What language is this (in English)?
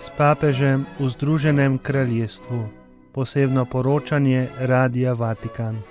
Slovenian